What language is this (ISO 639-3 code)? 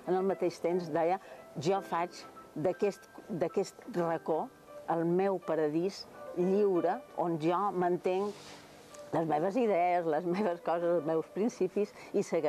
cat